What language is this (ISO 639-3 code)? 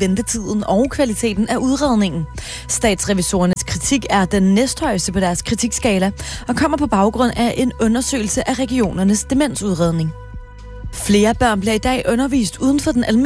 dan